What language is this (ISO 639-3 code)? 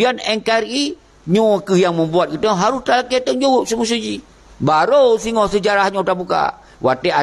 ace